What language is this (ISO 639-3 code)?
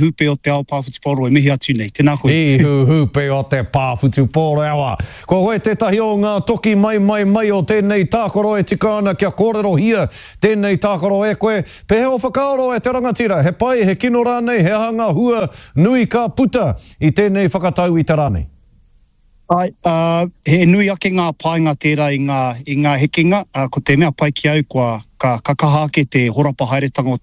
mri